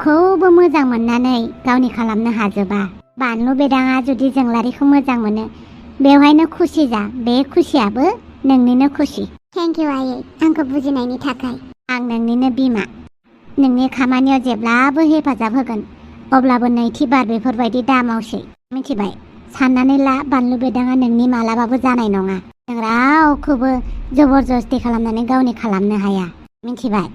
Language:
Bodo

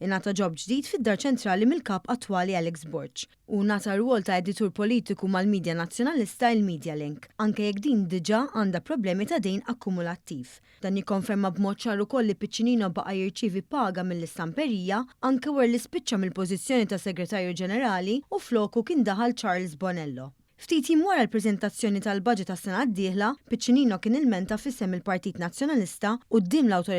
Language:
Maltese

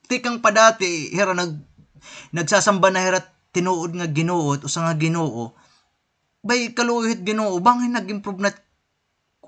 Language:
Waray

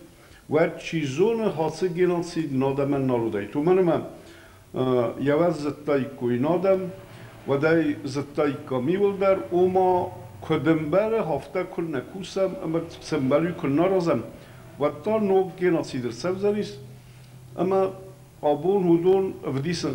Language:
Ossetic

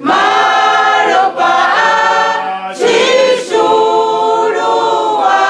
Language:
Venda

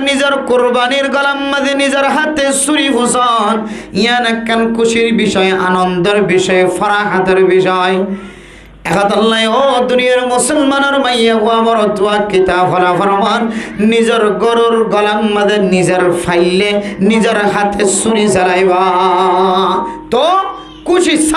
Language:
Rohingya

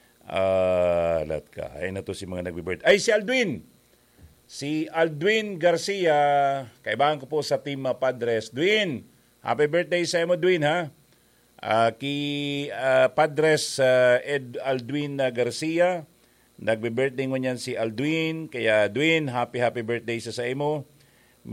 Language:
Bikol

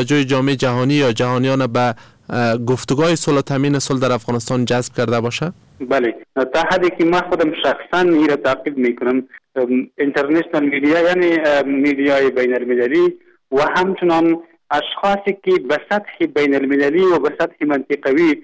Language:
Persian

